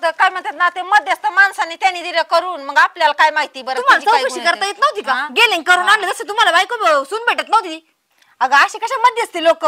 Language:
Marathi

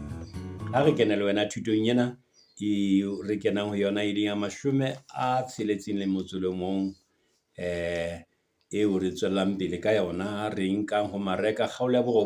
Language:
Southern Sotho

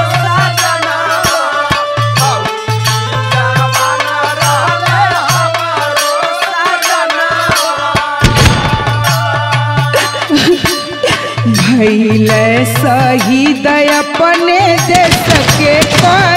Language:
Bhojpuri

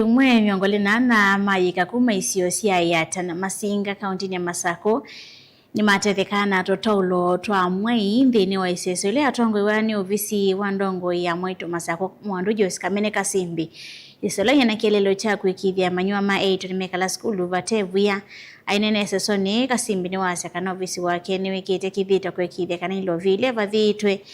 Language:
Kamba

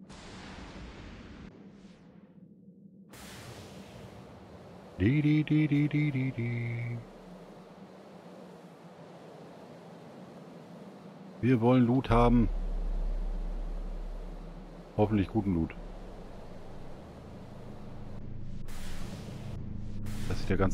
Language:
German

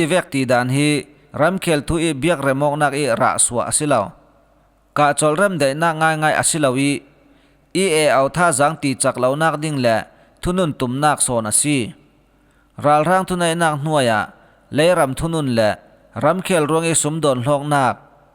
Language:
Falam Chin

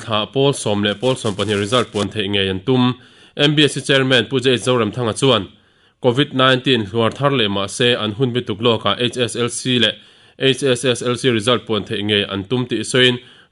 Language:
Mizo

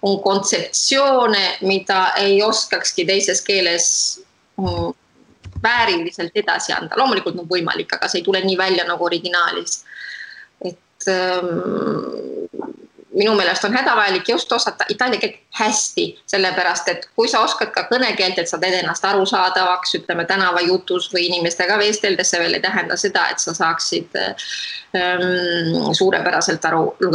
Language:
Estonian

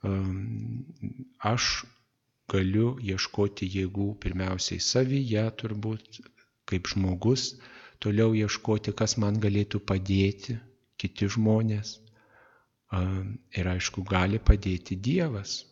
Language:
Lithuanian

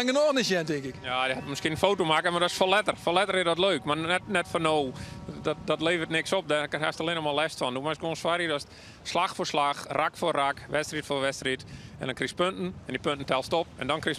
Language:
Western Frisian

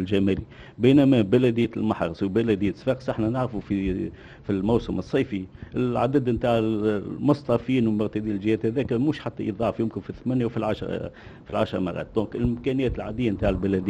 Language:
Tunisian Arabic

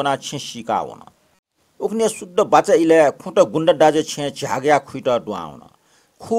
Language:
Newari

